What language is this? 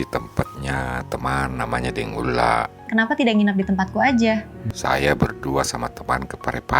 Makassar Malay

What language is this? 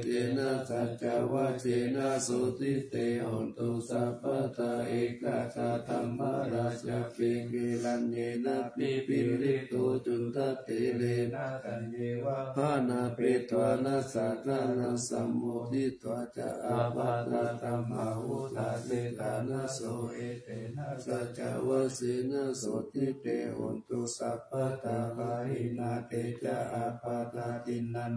Pali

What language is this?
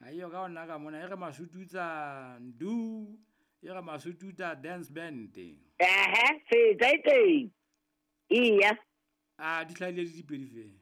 Southern Sotho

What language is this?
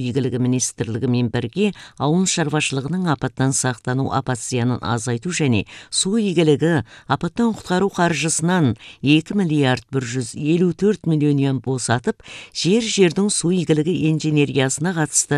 Kazakh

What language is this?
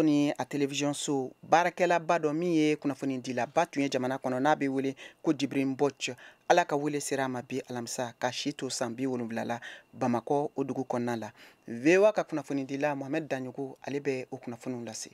Bambara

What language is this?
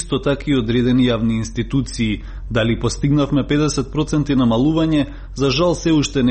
Macedonian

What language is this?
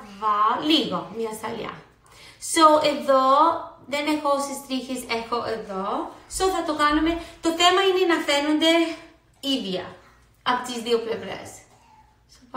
Greek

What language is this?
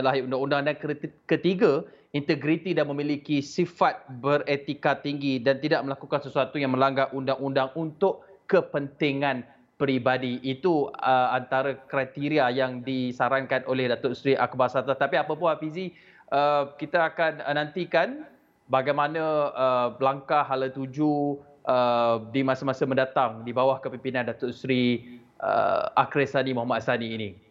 Malay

